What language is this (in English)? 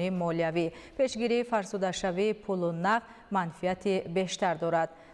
Tajik